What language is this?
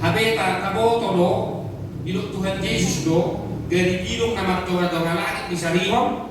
Batak Toba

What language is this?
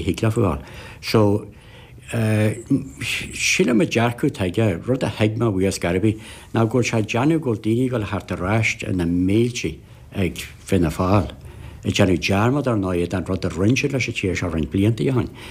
Irish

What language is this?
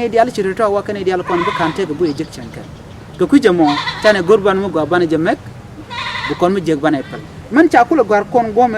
Nuer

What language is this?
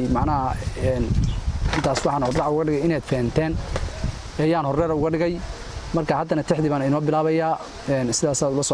Somali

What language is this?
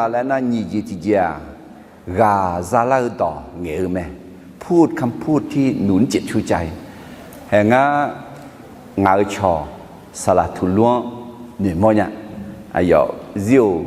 Akha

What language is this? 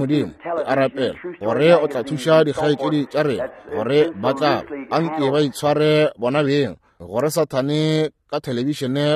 Northern Sotho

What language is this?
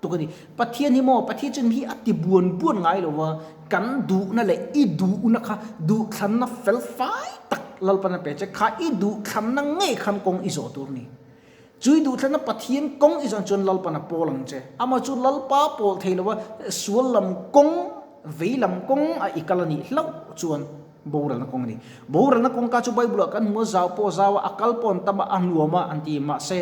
Mizo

